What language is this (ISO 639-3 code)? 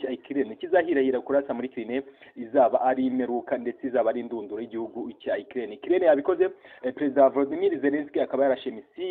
kin